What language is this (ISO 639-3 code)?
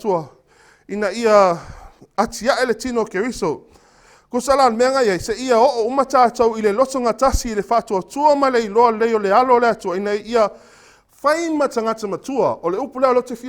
smo